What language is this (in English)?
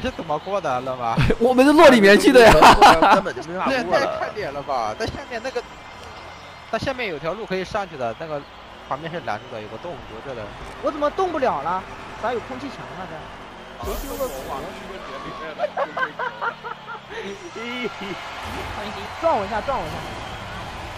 Chinese